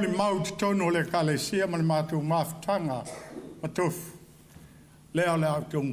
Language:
Samoan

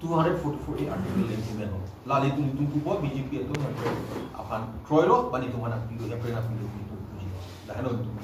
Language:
Karbi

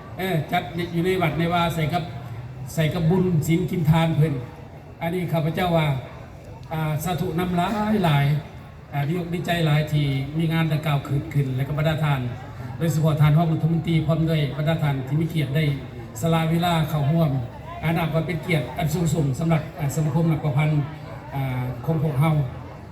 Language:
Lao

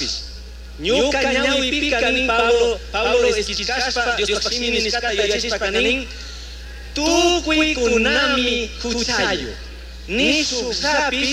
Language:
Chimborazo Highland Quichua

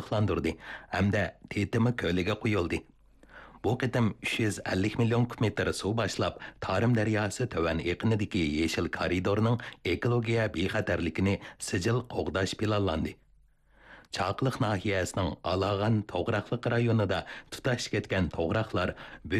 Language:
Uyghur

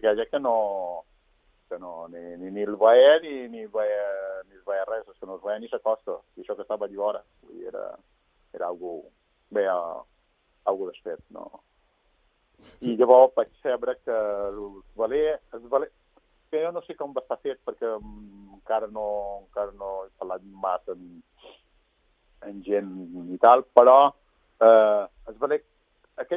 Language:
Catalan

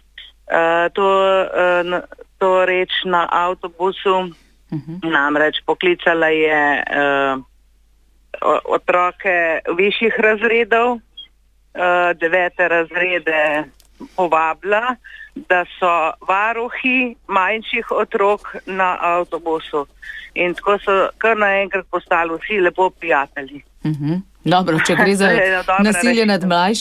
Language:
Slovenian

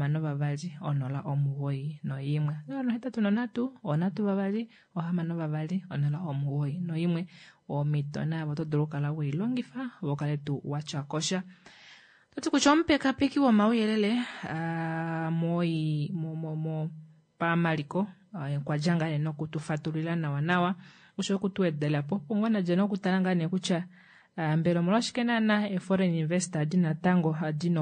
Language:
Kuanyama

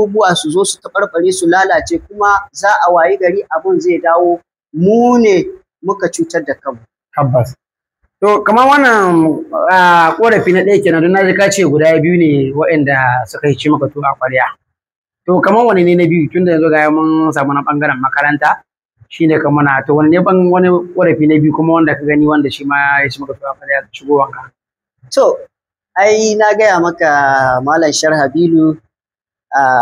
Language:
Hausa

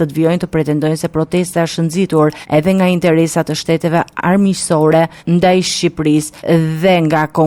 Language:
Albanian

